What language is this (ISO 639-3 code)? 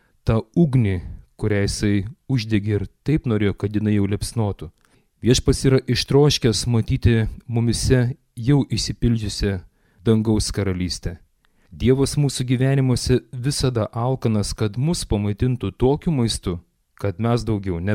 lit